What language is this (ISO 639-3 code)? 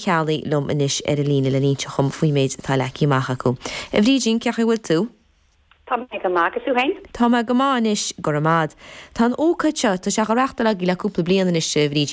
gle